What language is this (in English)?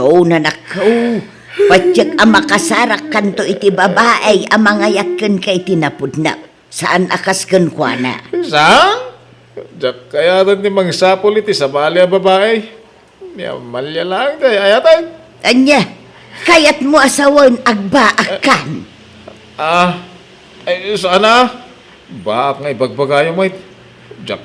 Iloko